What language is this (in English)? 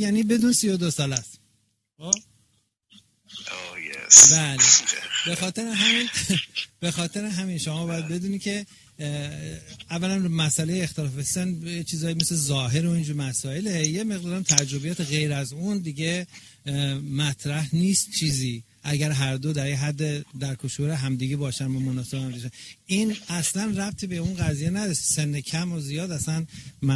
Persian